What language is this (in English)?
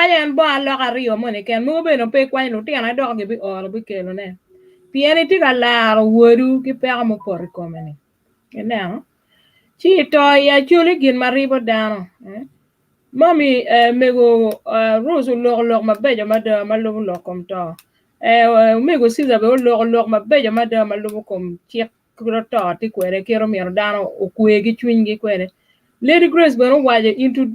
Acoli